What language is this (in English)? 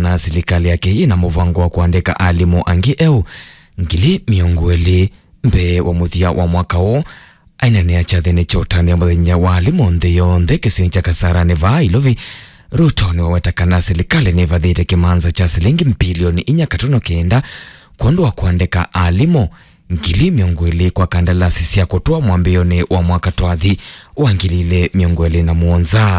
Kamba